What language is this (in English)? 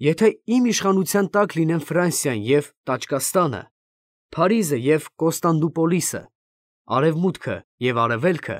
Armenian